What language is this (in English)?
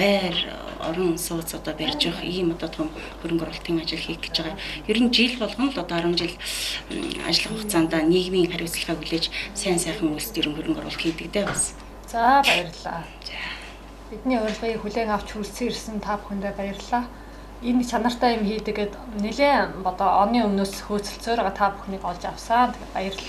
Mongolian